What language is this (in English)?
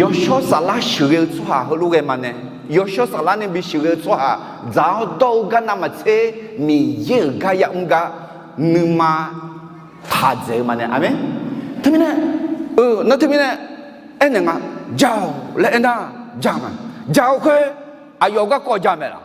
Akha